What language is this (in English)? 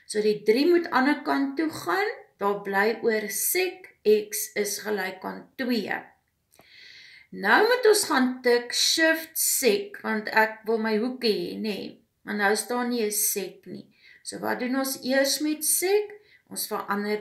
Afrikaans